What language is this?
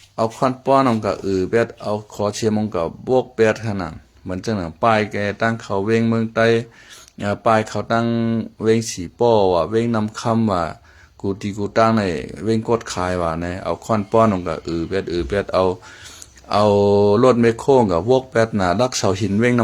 Shan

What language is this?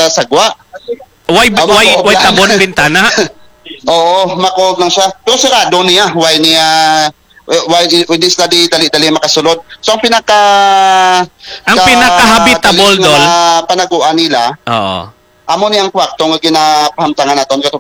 Hiligaynon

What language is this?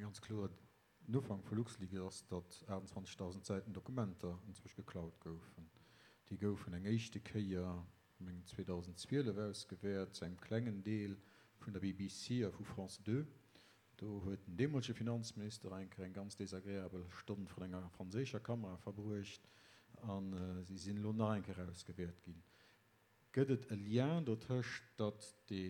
Luxembourgish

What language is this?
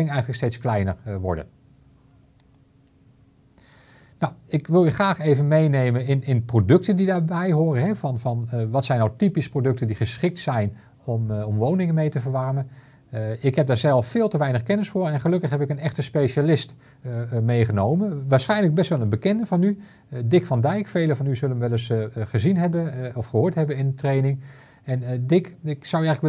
Dutch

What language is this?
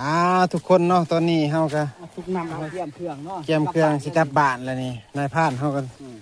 Lao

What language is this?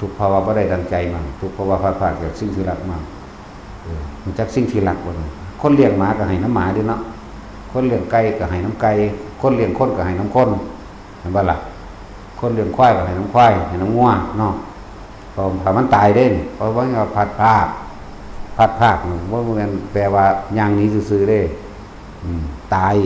Northeastern Thai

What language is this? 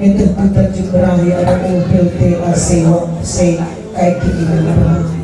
Batak Karo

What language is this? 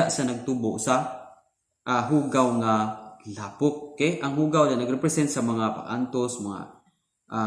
Cebuano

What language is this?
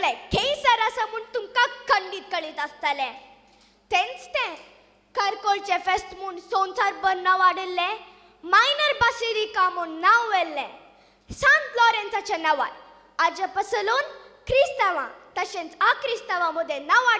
Konkani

